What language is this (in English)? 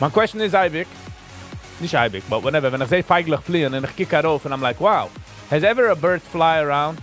Yiddish